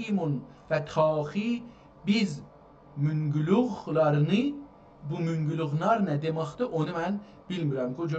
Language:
South Azerbaijani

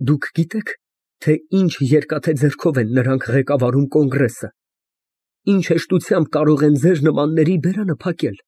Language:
Armenian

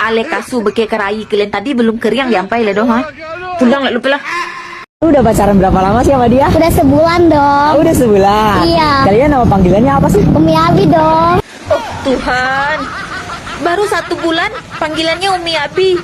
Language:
Minangkabau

